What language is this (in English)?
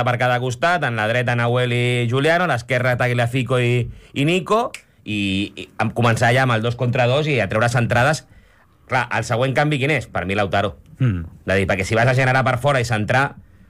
Catalan